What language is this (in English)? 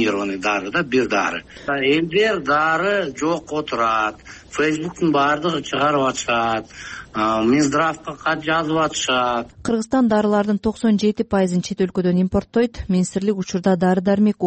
Kyrgyz